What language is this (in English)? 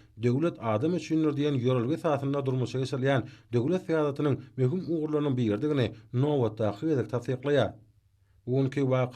Turkmen